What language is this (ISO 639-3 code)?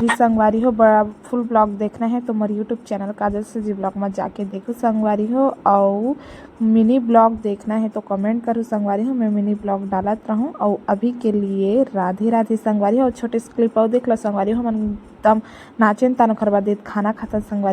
hne